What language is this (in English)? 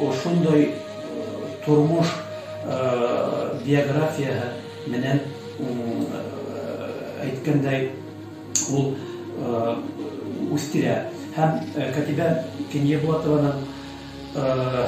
Bashkir